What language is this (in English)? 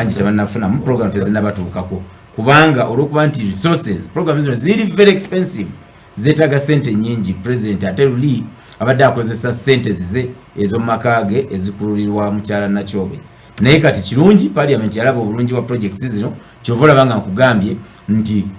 Ganda